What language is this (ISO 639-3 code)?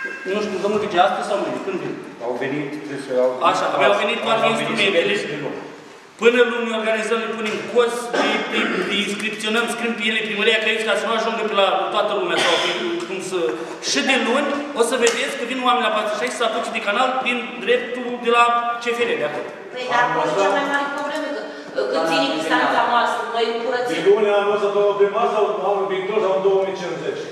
ron